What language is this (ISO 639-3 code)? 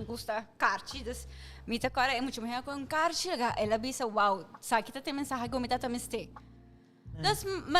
pap